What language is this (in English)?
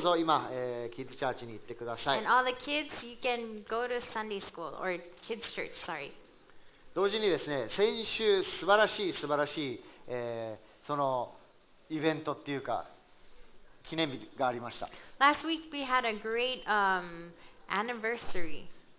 Japanese